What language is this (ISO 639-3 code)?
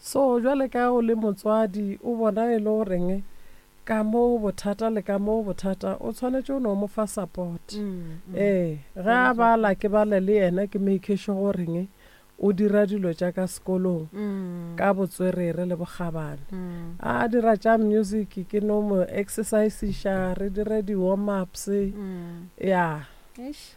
nso